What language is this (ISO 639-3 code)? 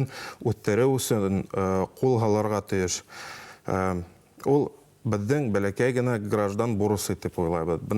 bak